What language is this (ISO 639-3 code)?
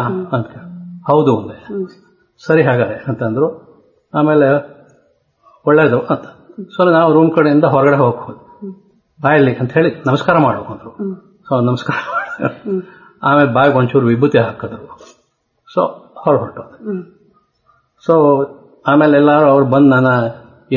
kan